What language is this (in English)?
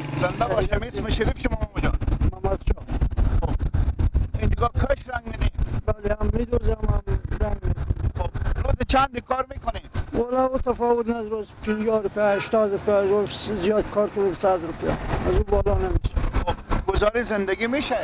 Persian